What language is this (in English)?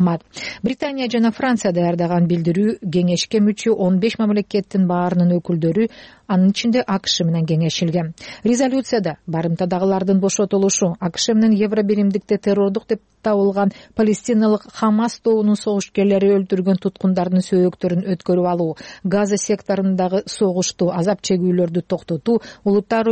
Kyrgyz